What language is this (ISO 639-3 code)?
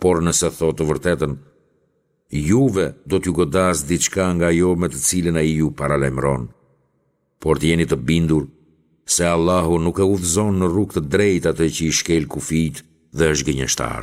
sqi